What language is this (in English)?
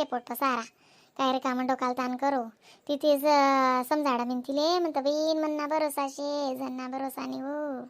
Khandesi